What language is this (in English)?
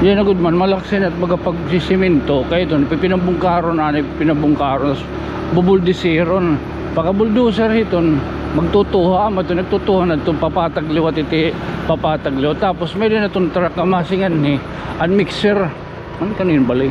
Waray